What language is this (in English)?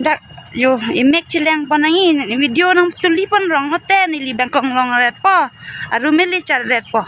Karbi